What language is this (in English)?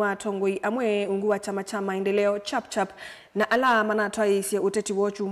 Kamba